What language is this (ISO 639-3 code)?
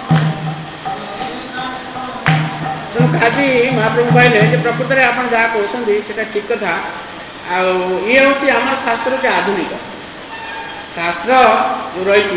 ori